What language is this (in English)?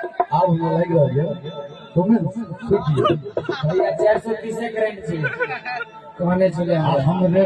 Maithili